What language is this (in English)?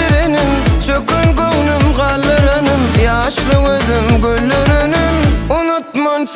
Turkmen